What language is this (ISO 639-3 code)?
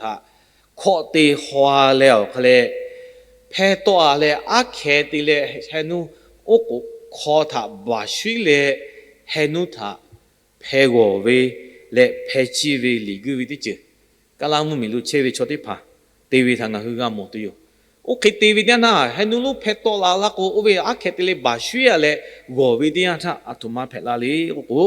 lhu